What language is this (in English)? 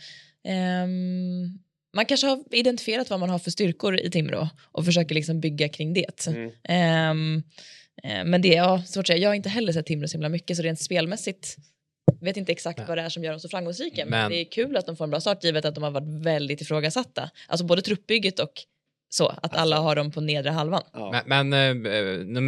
Swedish